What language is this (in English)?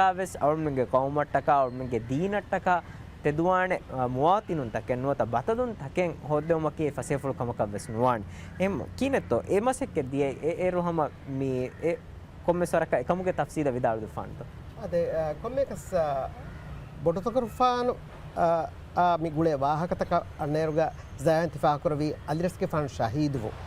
Divehi